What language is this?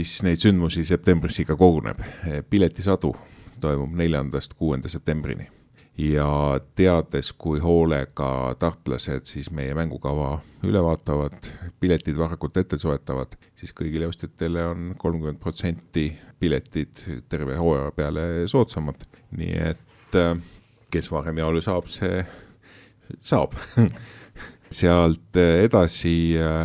Estonian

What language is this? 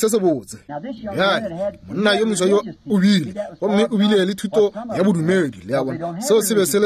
Northern Sotho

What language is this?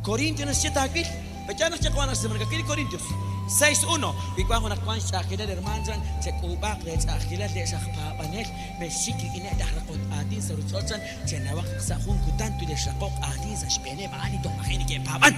Kekchí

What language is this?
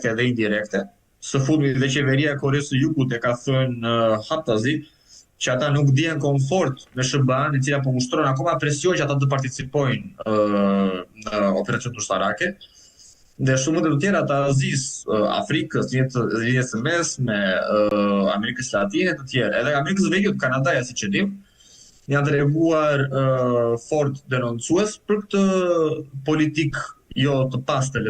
Albanian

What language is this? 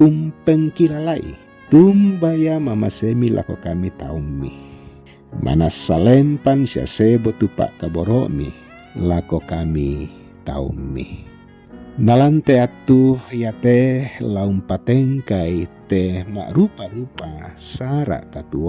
Toraja-Sa'dan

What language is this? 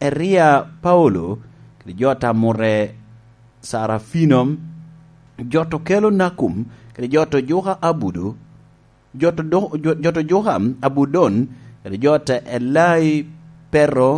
Lango (Uganda)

